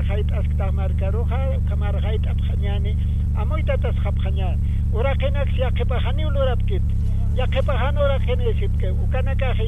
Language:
Aymara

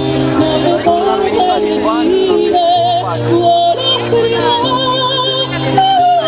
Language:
Romanian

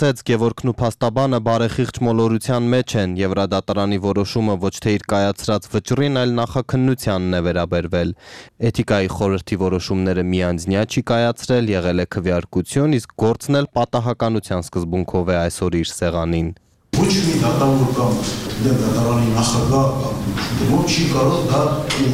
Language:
Armenian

